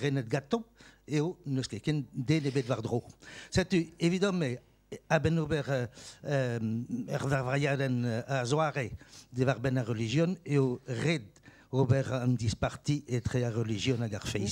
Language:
Breton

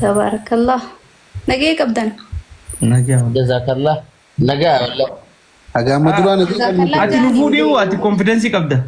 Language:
Oromo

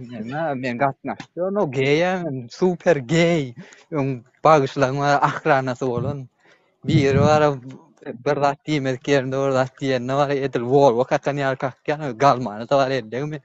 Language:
Turkmen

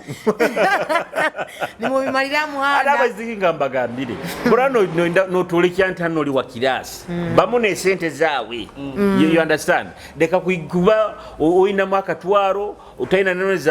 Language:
Nyoro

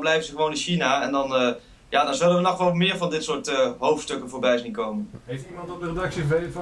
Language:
Dutch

